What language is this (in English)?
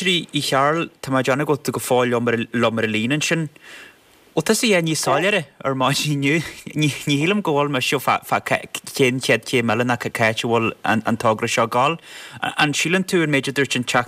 Irish